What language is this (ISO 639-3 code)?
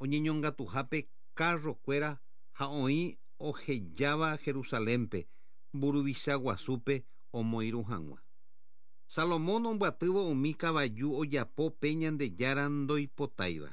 grn